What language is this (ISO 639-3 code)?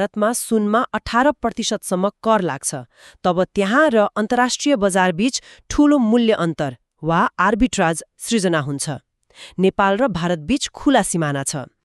nep